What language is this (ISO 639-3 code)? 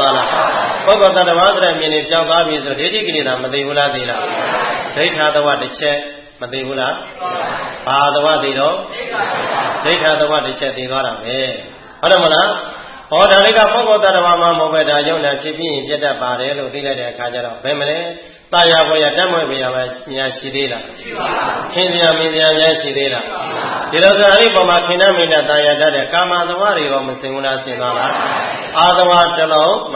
mya